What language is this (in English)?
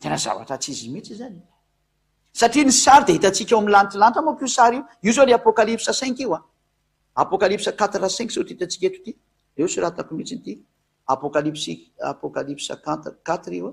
Malagasy